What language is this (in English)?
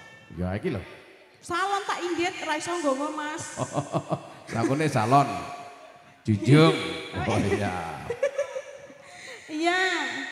Javanese